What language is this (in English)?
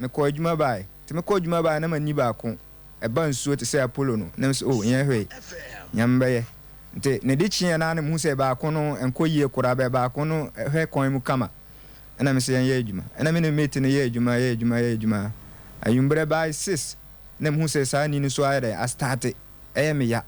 Akan